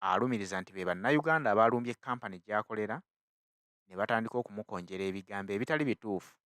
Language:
Ganda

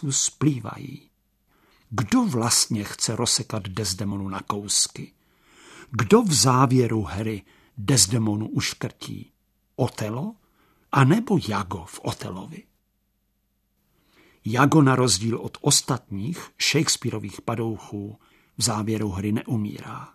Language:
Czech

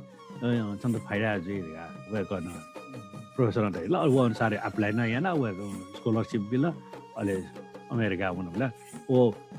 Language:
Newari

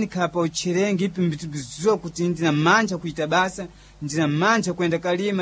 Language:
Sena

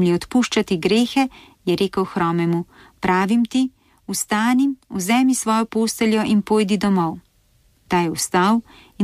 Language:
Slovenian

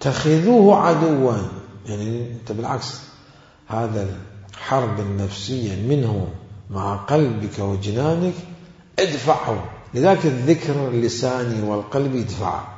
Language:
Mesopotamian Arabic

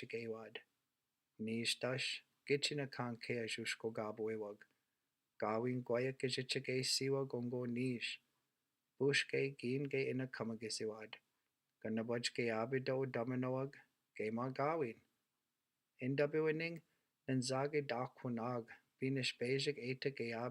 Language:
Chippewa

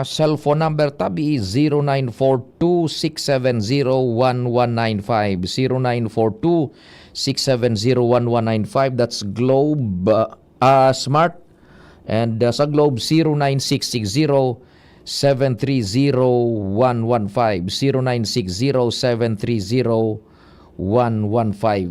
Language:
Bikol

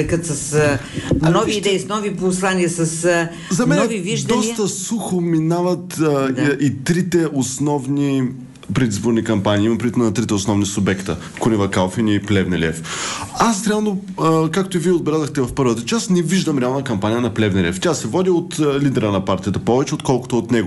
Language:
Bulgarian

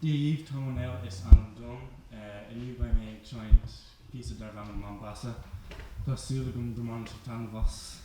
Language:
Irish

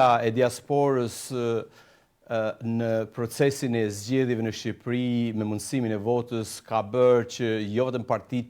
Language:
Albanian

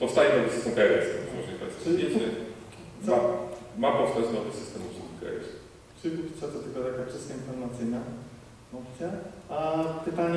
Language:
Polish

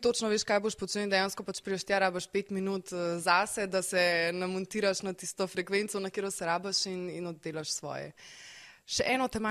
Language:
Slovenian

